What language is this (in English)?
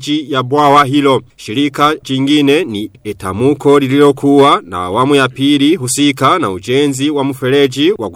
Swahili